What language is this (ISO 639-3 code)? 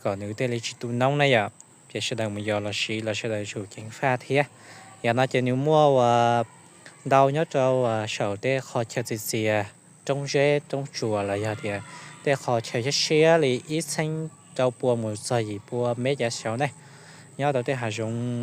hmn